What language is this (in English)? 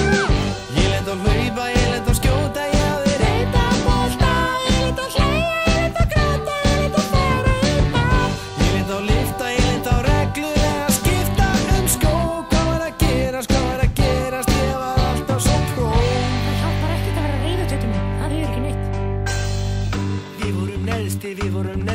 Icelandic